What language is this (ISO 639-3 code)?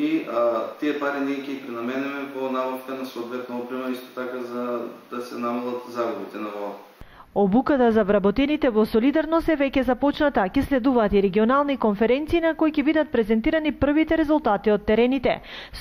mkd